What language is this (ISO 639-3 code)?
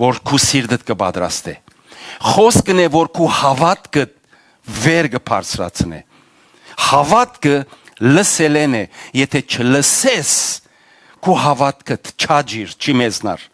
hyw